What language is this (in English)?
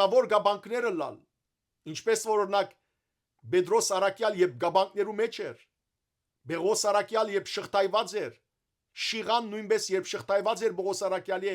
Western Armenian